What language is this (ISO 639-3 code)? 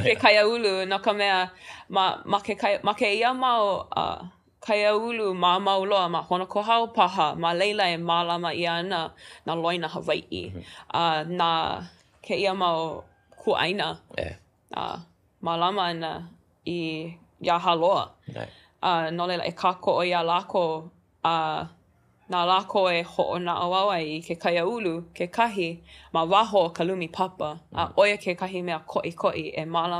haw